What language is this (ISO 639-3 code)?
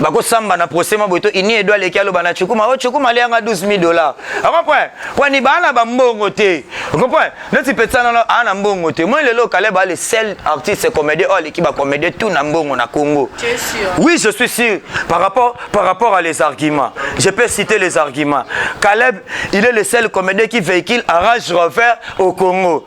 lin